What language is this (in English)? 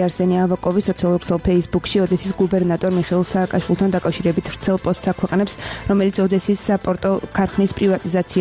Georgian